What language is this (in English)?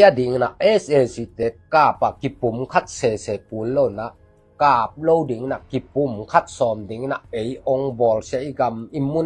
Tedim Chin